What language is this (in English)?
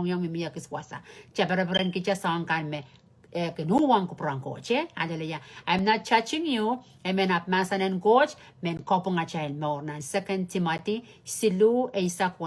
Pohnpeian